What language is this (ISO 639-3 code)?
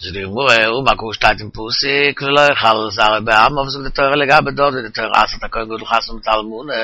yid